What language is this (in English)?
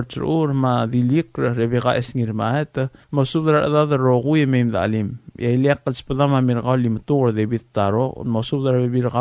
Palauan